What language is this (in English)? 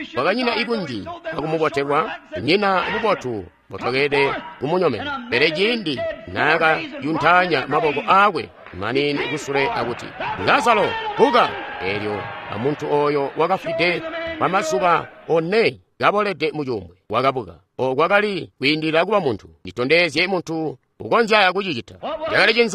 Tonga (Zambia)